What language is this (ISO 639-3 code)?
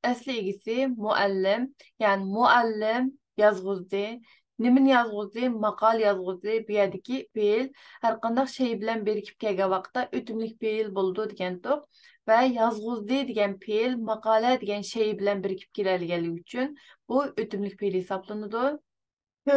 uig